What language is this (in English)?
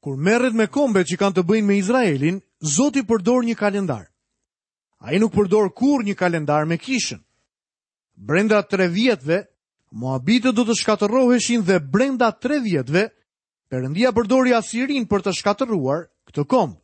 Albanian